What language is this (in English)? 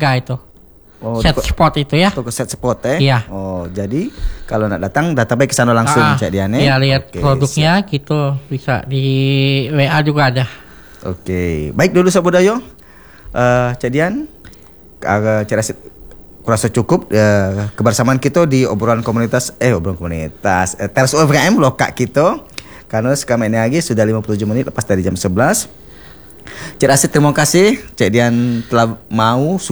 Indonesian